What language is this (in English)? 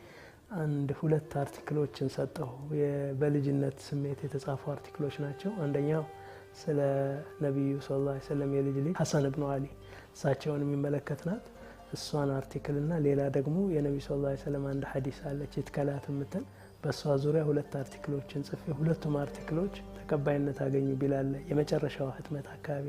Amharic